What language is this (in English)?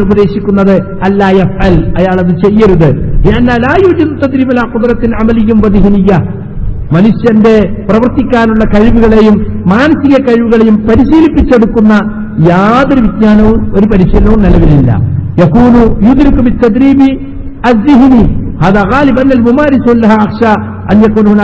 Malayalam